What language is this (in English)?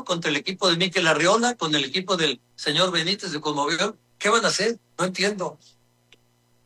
Spanish